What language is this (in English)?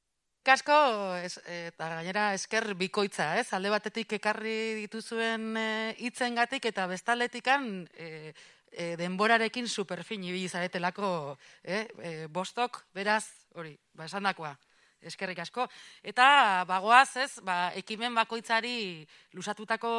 Basque